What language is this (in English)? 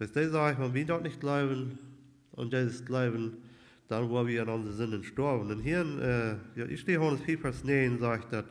Plautdietsch